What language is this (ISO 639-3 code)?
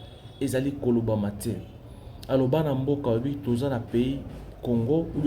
lin